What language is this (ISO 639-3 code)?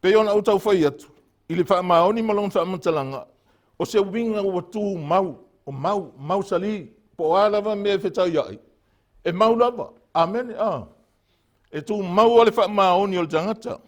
smo